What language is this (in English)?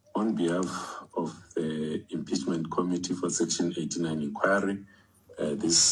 Xhosa